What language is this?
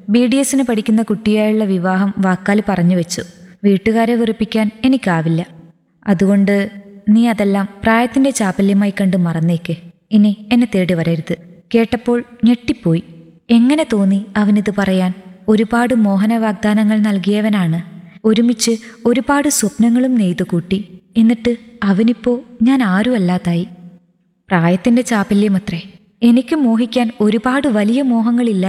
Malayalam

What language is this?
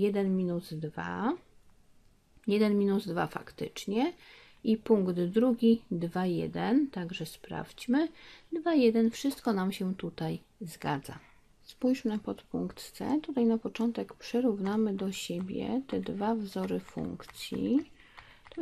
Polish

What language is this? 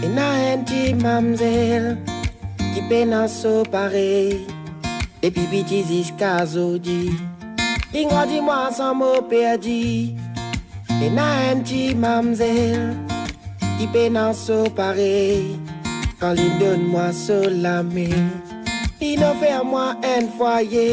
Morisyen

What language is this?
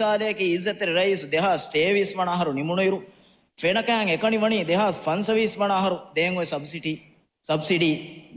Divehi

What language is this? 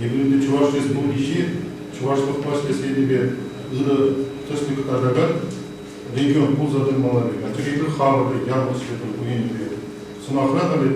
Chuvash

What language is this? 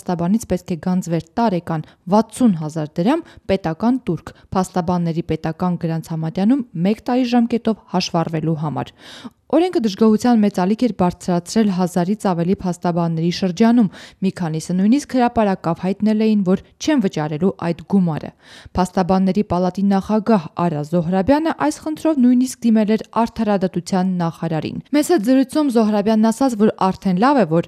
Armenian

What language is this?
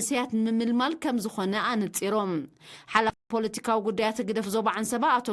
Tigrinya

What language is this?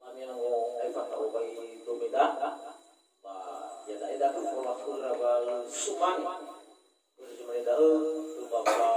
Nias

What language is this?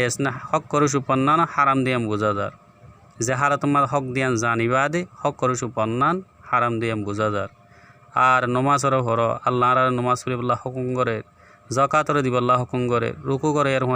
Rohingya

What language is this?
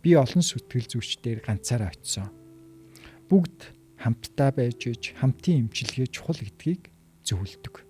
Mongolian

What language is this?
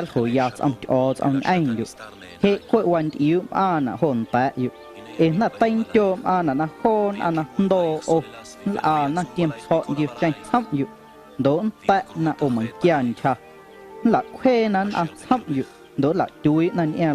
Guerrero Amuzgo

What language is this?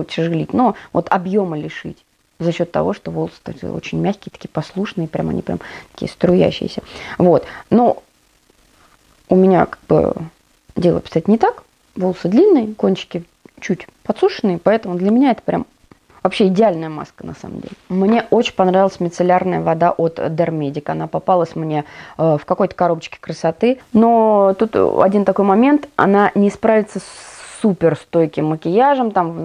Russian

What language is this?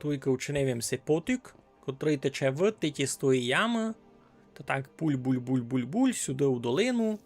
Rusyn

